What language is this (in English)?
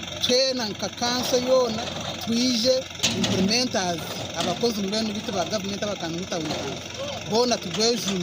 Nyankole